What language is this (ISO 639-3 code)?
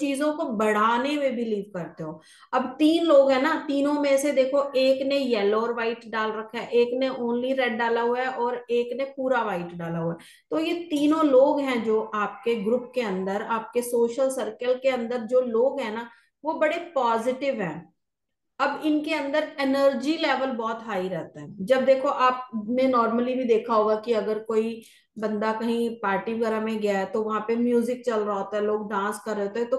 hin